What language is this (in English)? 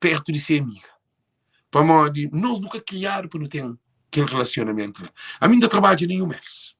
Kabuverdianu